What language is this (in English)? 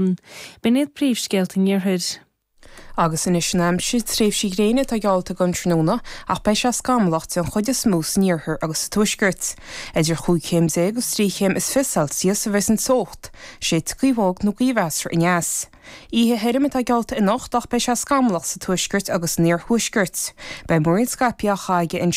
Irish